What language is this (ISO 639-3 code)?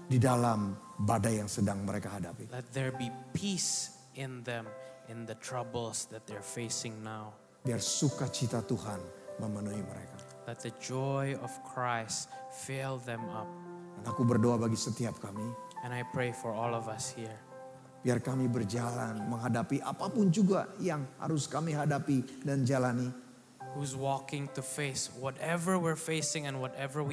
ind